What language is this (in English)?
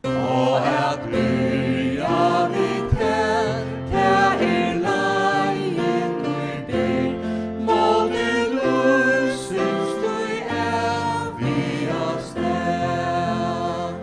Faroese